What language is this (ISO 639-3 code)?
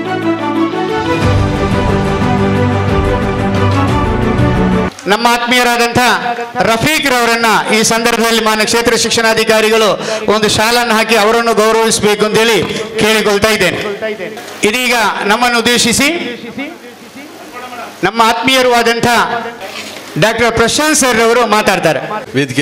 kan